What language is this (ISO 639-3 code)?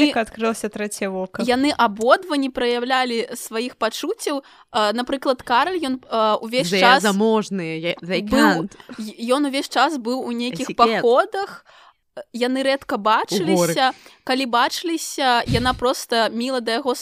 bel